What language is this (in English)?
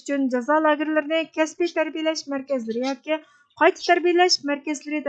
Uyghur